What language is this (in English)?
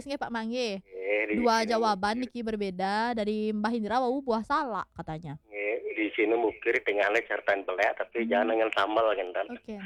Balinese